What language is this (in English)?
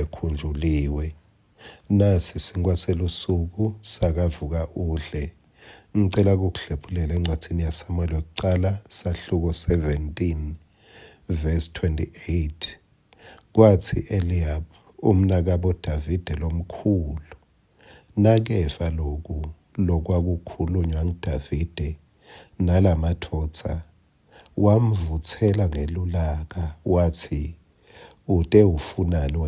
Swati